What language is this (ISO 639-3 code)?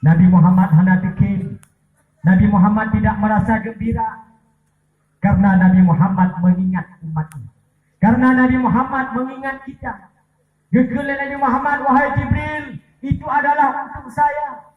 ace